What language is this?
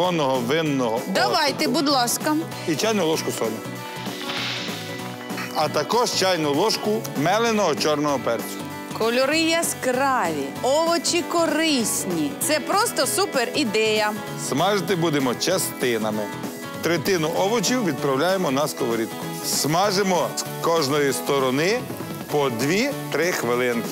Ukrainian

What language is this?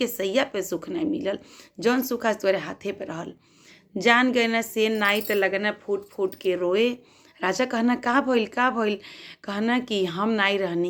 Bhojpuri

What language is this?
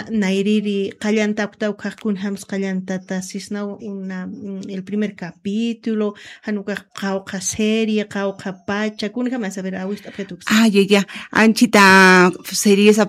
Aymara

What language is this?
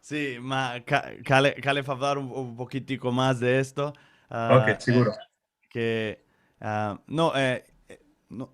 Ladino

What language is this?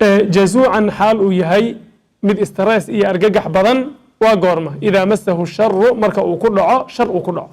Somali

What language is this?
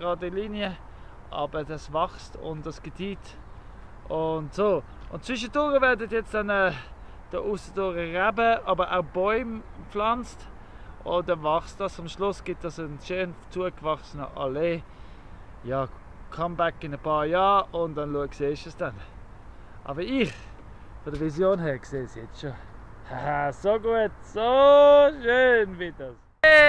Swiss German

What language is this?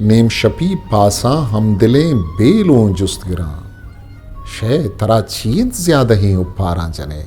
Eastern Balochi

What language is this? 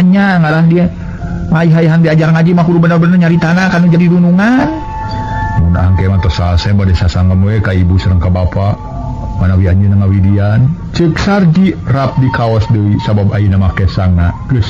Sundanese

